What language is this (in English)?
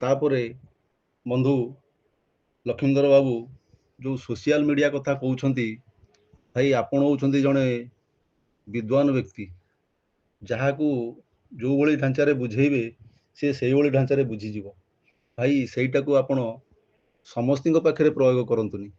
Odia